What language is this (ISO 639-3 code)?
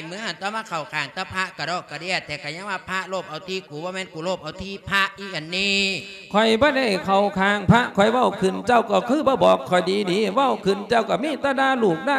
lao